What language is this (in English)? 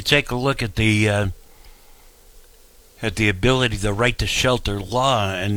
English